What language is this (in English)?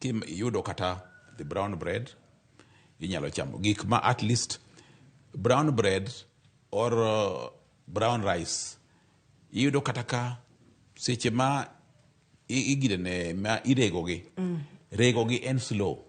Luo (Kenya and Tanzania)